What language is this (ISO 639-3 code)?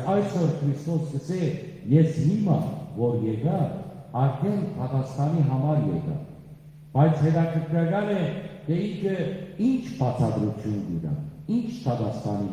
hyw